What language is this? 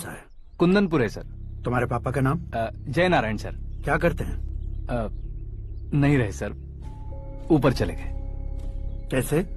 Hindi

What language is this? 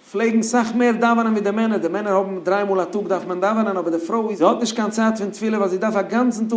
Yiddish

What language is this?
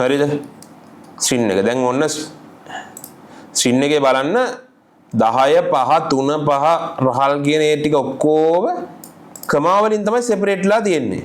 Sinhala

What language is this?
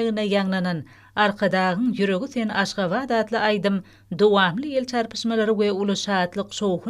Turkmen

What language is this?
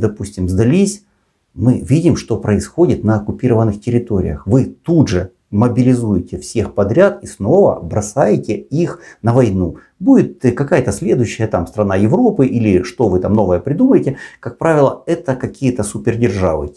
Russian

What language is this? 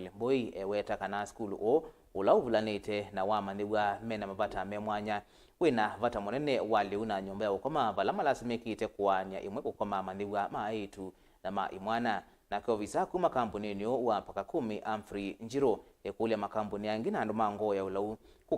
Kamba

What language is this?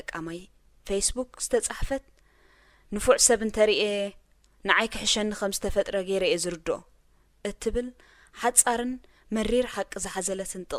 Tigrinya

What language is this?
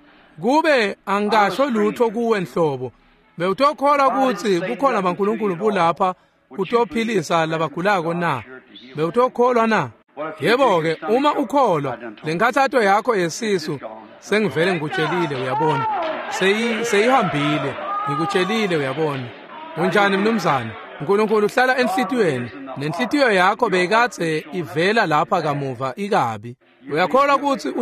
Swati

